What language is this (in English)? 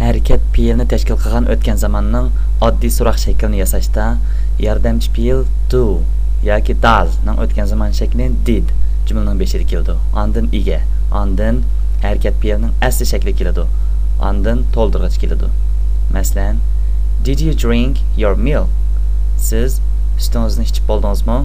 Uyghur